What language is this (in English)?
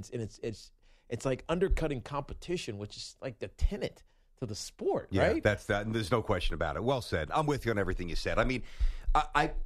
English